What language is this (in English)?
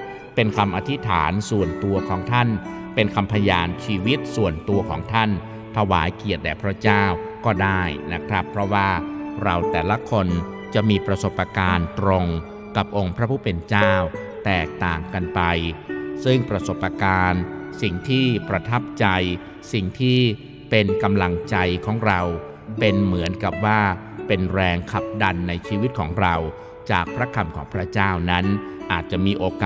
Thai